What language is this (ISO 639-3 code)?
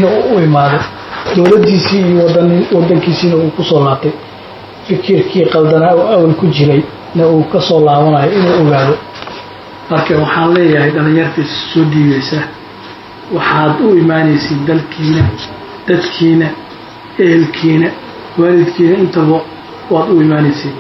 som